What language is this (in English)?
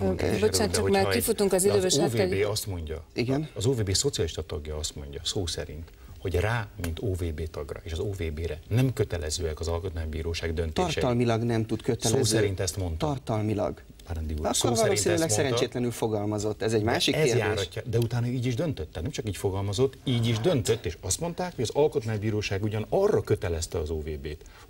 Hungarian